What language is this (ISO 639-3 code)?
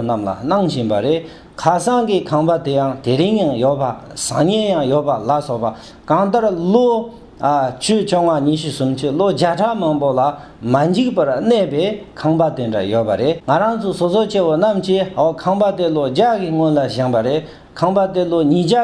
bod